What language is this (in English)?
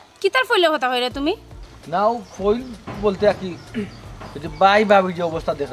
Sylheti